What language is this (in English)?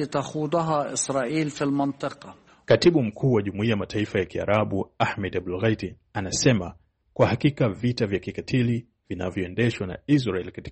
Swahili